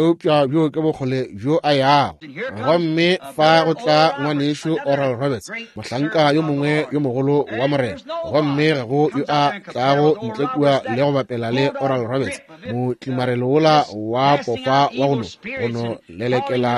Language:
Northern Sotho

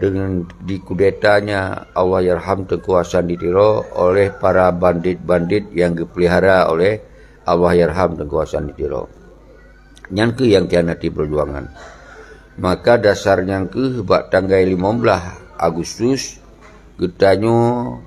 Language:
Achinese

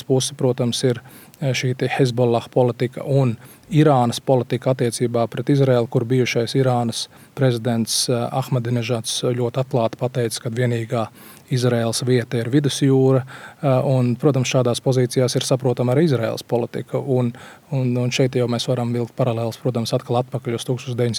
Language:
Latvian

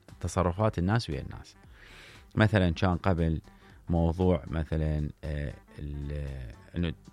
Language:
Mesopotamian Arabic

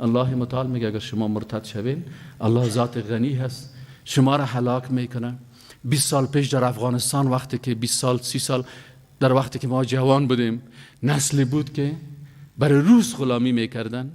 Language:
Persian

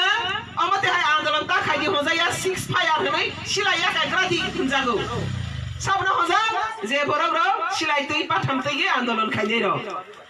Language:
Kok Borok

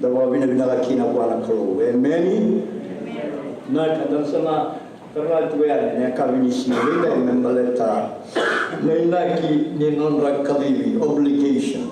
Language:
Fijian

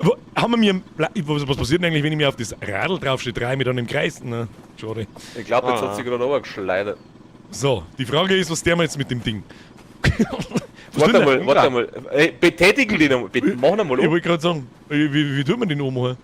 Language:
Bavarian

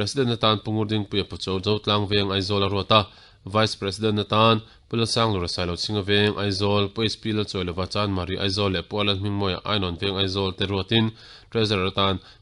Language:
Mizo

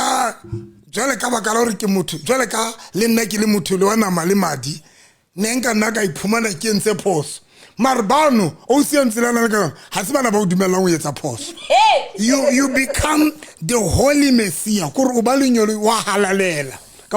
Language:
Southern Sotho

